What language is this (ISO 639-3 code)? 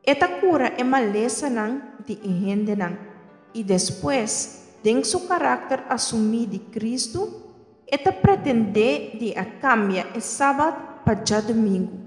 pap